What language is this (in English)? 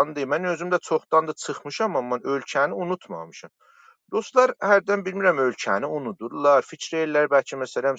South Azerbaijani